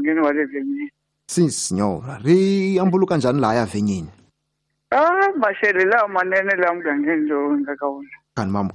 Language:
Tsonga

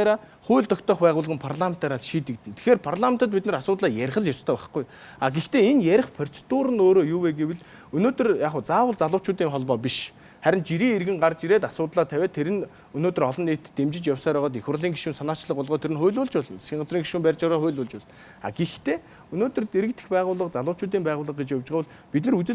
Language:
Mongolian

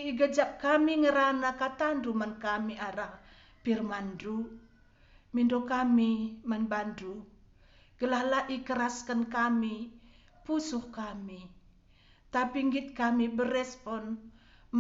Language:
Batak Karo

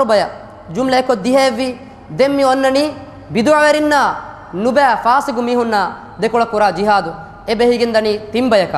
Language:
Divehi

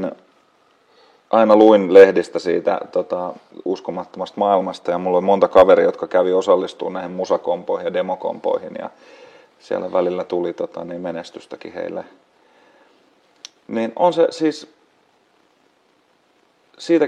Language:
Finnish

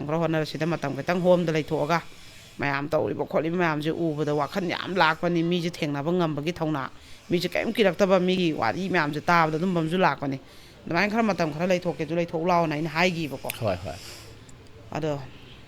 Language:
Manipuri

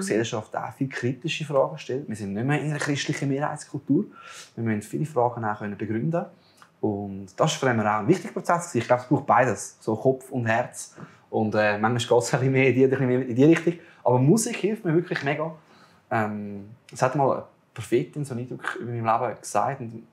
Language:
Swiss German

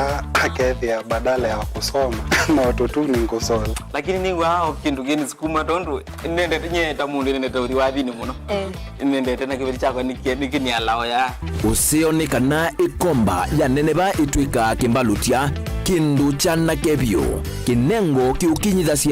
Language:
Kamba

